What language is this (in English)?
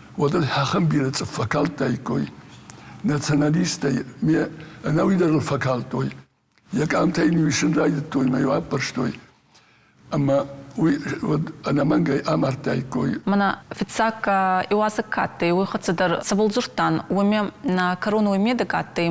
Ossetic